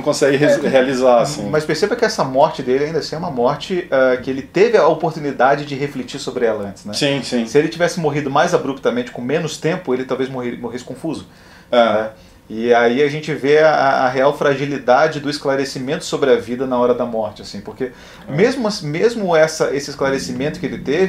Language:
Portuguese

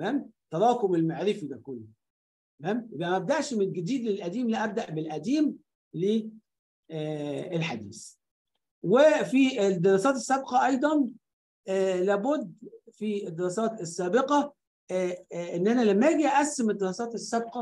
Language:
Egyptian Arabic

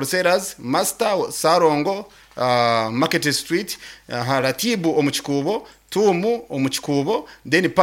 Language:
Nyankole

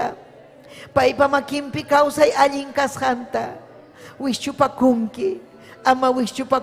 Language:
Ayacucho Quechua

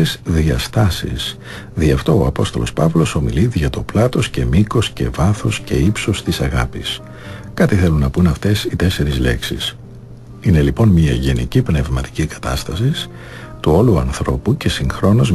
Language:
Greek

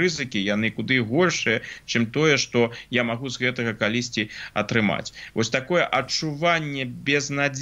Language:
Belarusian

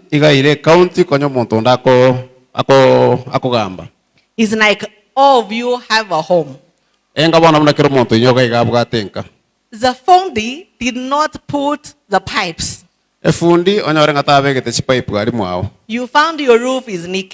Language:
Gusii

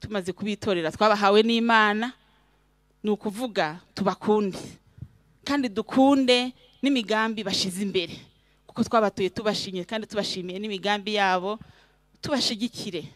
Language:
Rundi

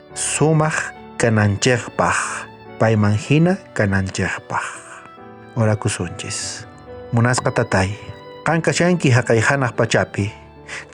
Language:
South Bolivian Quechua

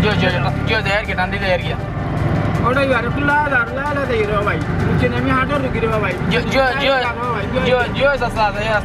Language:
Sylheti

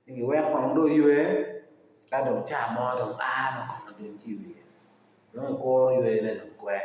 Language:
Acoli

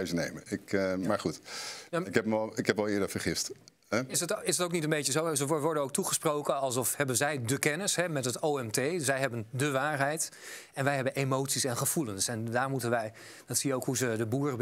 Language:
Dutch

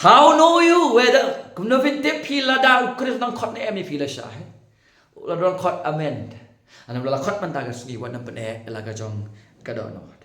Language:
Khasi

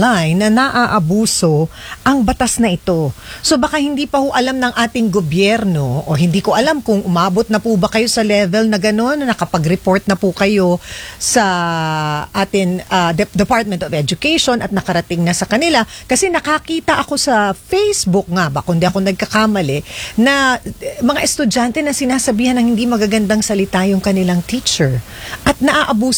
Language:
Filipino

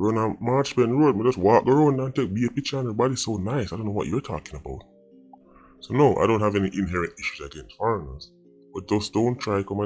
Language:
Jamaican Creole English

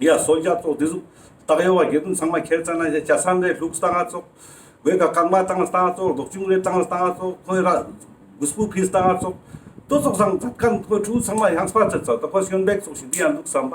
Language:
Ladakhi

